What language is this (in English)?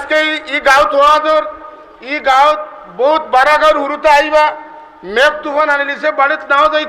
Sylheti